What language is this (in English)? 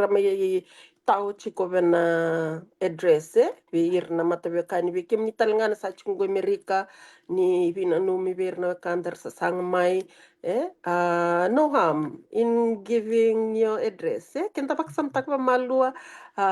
Fijian